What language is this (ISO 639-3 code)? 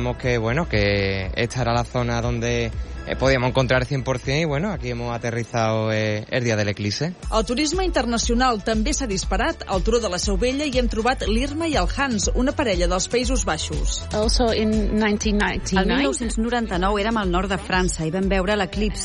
cat